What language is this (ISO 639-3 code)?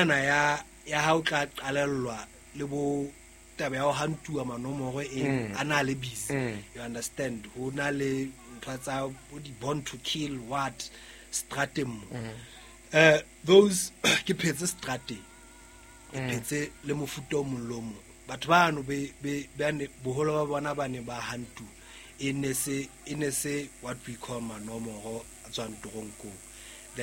sot